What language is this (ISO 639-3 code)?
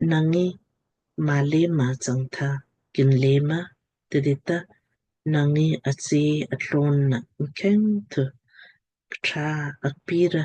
lmk